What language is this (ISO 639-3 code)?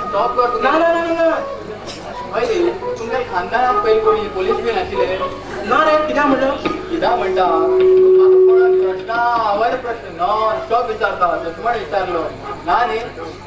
kok